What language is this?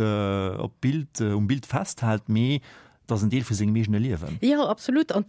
Luxembourgish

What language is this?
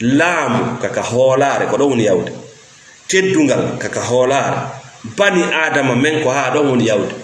Fula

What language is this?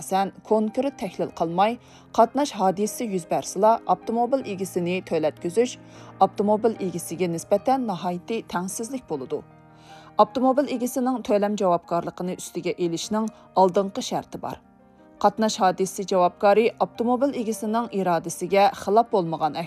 Uyghur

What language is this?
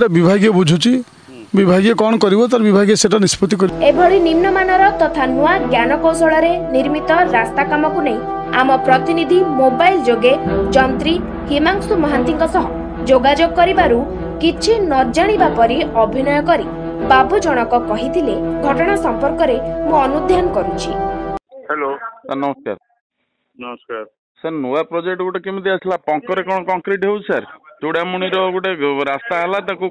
Odia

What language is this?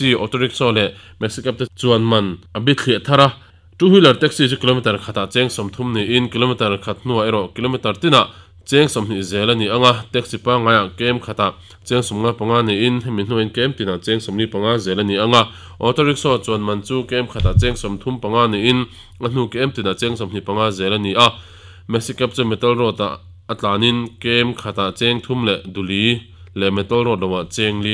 Mizo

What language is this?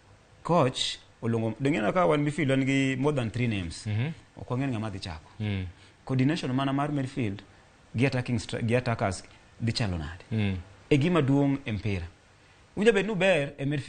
Luo (Kenya and Tanzania)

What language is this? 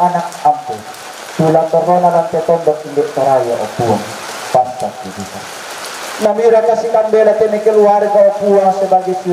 Toraja-Sa'dan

